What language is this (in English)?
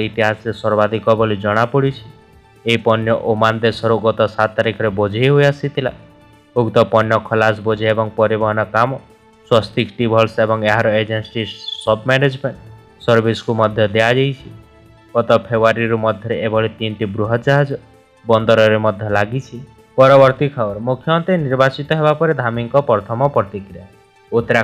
Odia